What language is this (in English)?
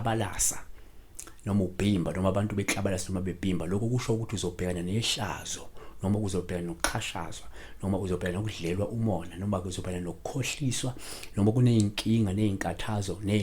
Zulu